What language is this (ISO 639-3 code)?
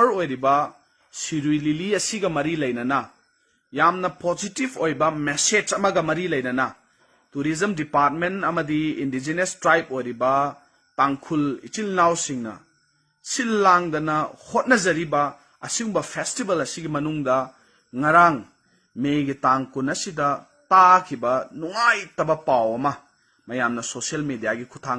mni